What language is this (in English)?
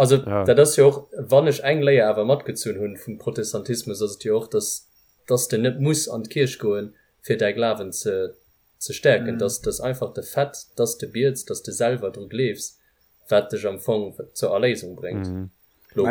Luxembourgish